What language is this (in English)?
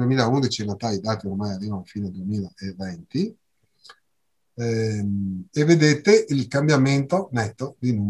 Italian